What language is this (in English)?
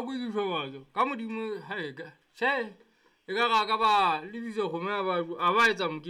Southern Sotho